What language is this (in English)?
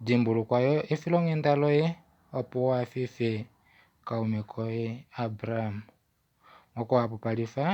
Kuanyama